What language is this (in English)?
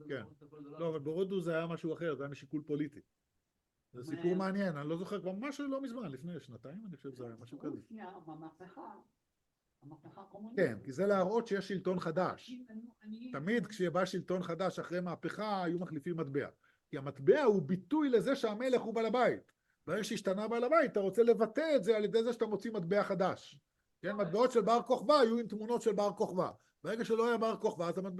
Hebrew